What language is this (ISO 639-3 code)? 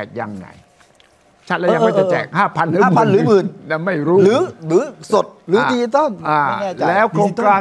tha